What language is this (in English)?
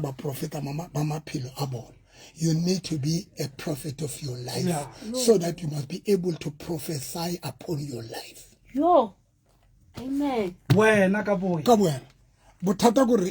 Southern Sotho